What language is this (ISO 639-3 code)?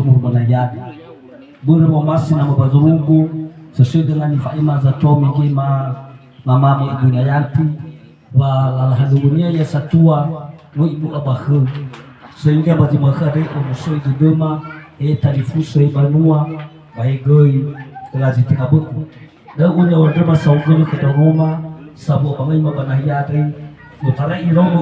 nia